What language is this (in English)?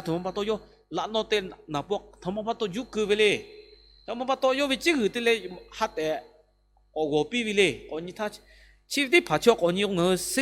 Lahu